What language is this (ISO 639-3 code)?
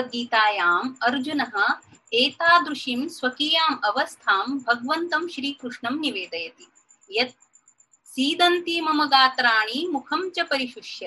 san